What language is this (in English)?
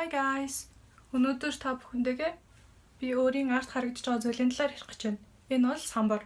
Mongolian